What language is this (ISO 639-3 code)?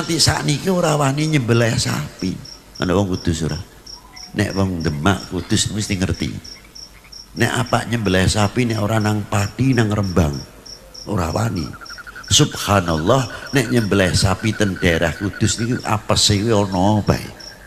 jav